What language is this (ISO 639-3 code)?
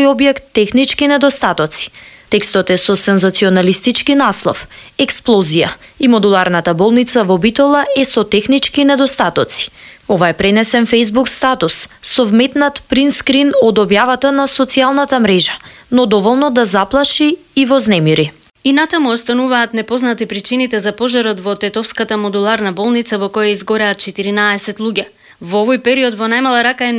mkd